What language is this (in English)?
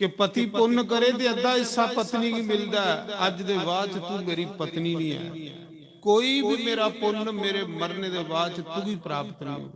Dogri